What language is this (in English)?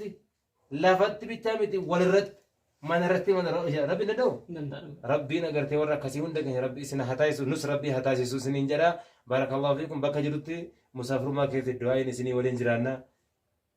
Oromo